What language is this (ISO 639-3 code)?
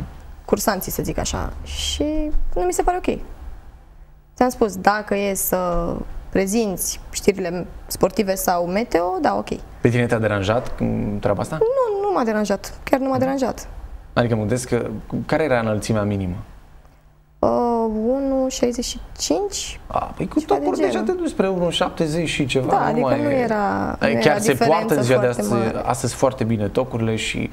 ron